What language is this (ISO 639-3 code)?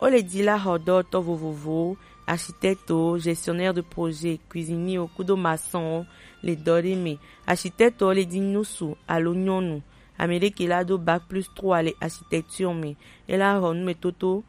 gej